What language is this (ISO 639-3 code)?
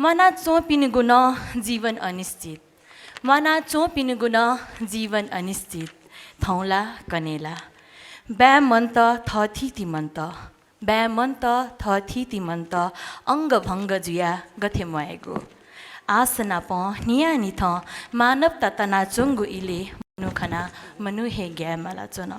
new